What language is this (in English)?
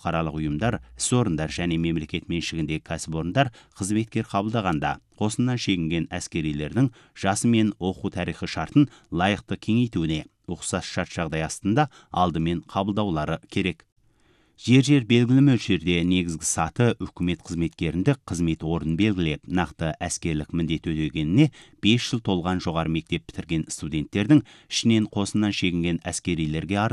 Kazakh